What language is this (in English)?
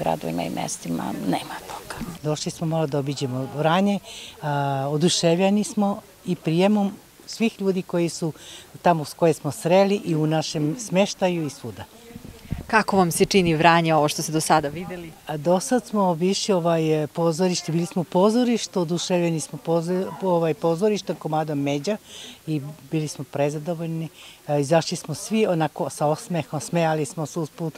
Serbian